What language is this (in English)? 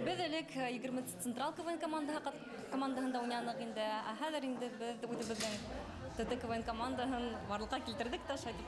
Bashkir